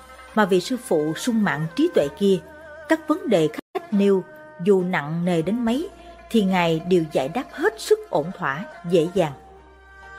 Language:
Vietnamese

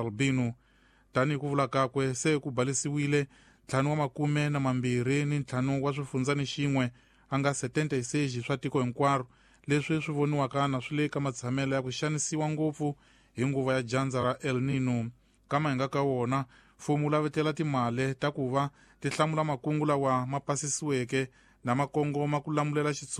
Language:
Tsonga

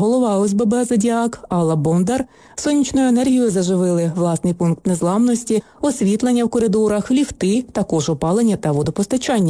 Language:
Ukrainian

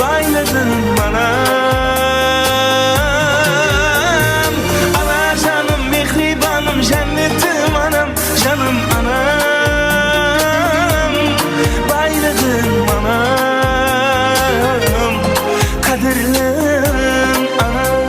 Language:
Kara-Kalpak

